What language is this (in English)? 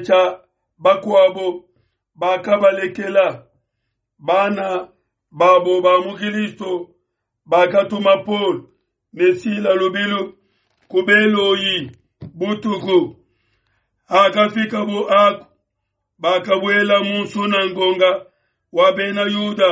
Luba-Lulua